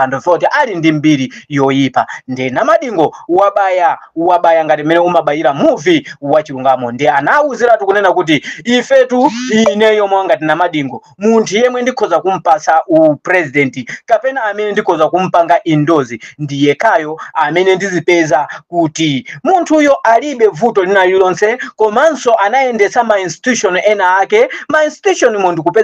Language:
Nyanja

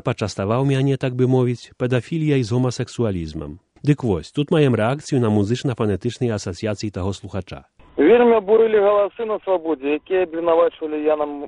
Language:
Belarusian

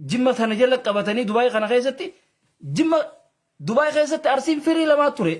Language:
Oromo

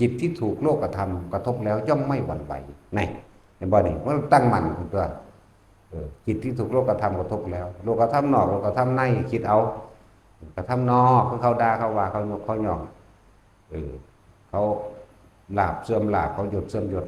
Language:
Northeastern Thai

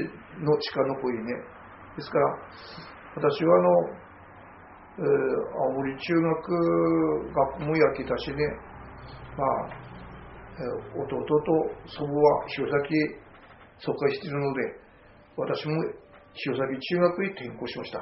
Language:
Japanese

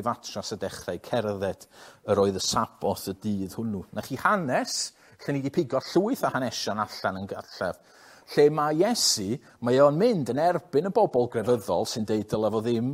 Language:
Welsh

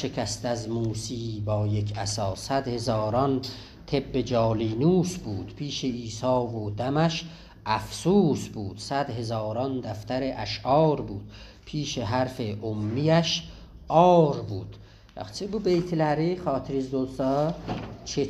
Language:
South Azerbaijani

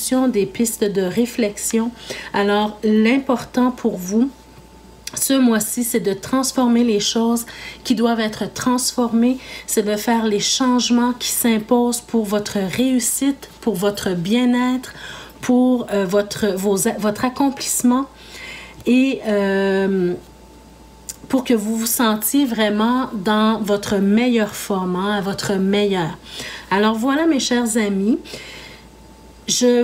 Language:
French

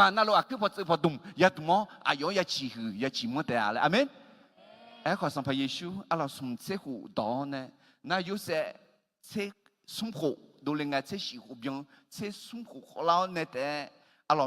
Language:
Akha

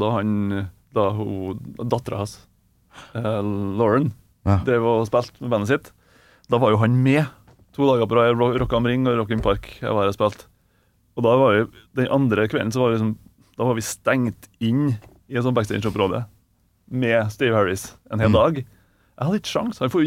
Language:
Norwegian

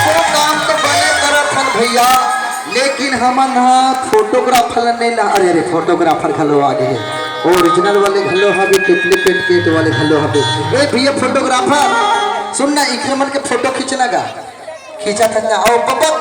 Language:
Chhattisgarhi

